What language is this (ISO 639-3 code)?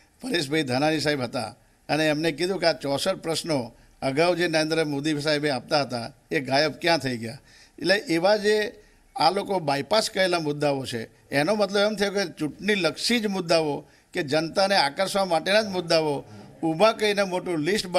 guj